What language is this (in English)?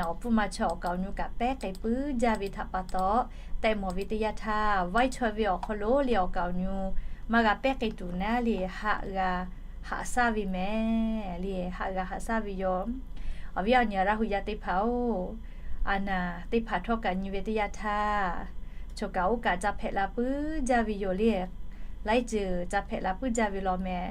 Lahu